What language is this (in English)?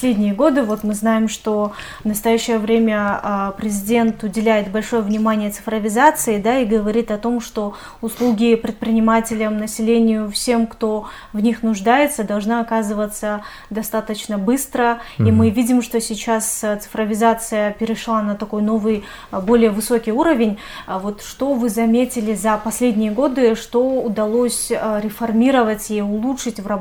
Russian